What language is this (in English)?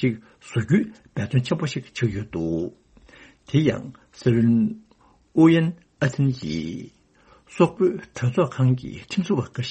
Tibetan